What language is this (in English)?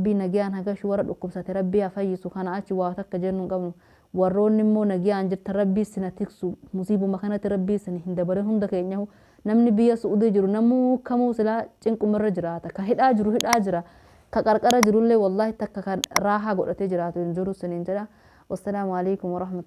Oromo